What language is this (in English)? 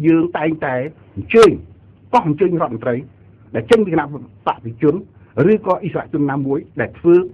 Khmer